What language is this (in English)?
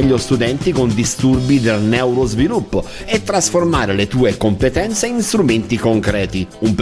Italian